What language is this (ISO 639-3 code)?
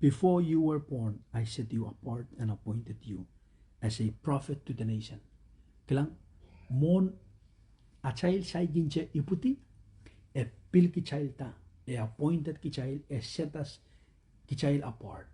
pon